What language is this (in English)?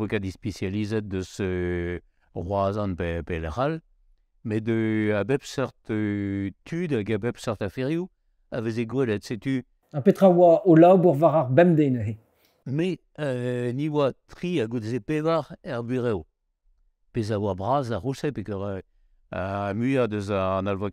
Breton